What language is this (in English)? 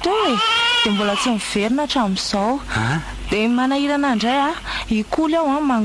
Malagasy